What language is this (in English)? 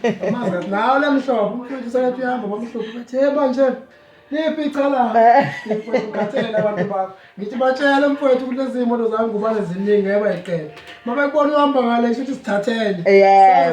Zulu